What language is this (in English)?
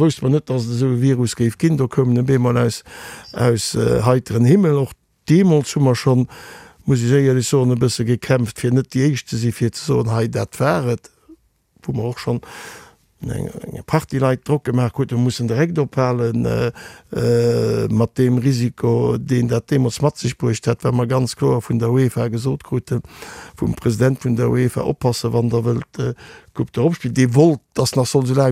Luxembourgish